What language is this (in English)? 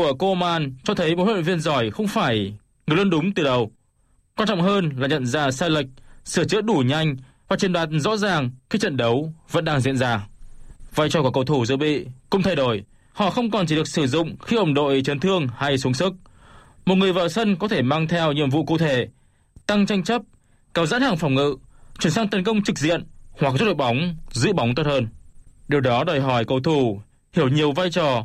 Vietnamese